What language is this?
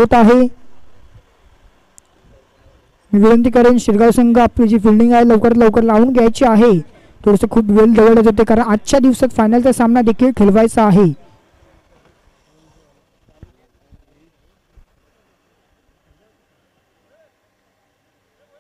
Marathi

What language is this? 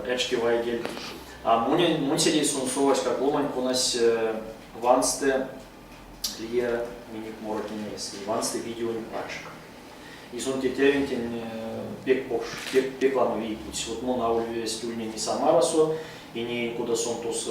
Erzya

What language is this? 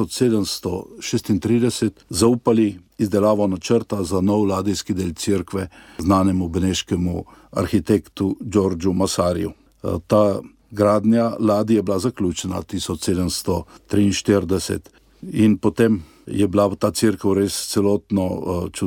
Slovenian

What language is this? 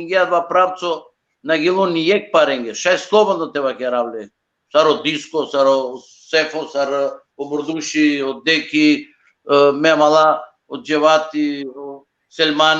Balkan Romani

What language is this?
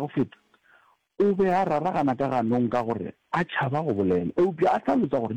Northern Sotho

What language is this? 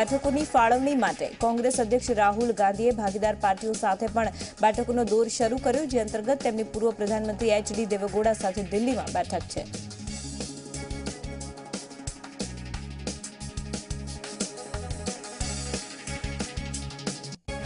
Gujarati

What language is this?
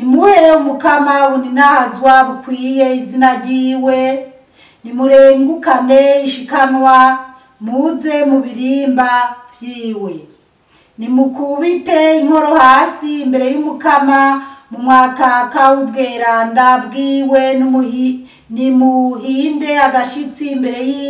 Rundi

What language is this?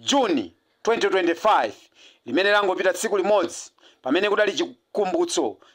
Nyanja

